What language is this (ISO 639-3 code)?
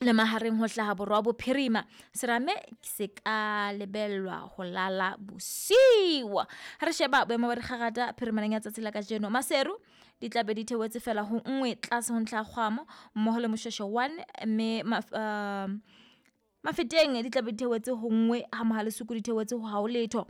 sot